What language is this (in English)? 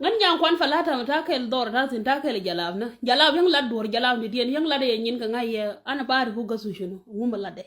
Nuer